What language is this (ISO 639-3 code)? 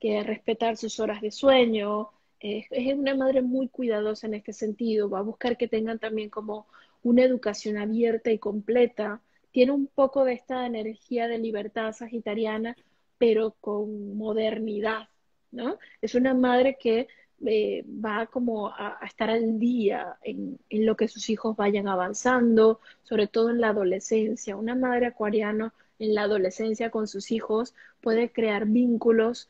spa